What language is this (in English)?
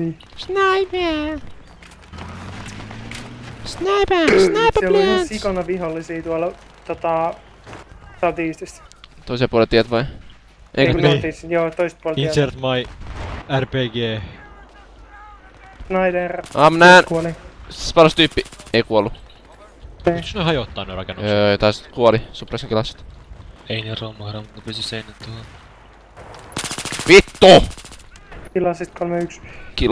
Finnish